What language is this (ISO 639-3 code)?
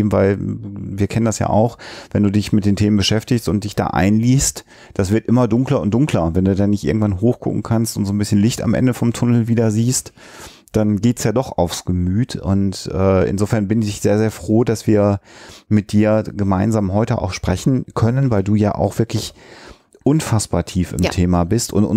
deu